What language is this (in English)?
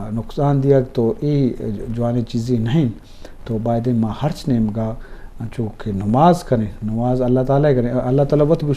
Eastern Balochi